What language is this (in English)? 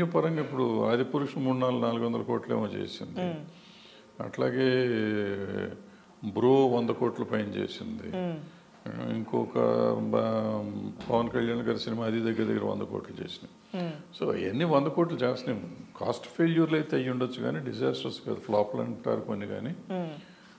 Telugu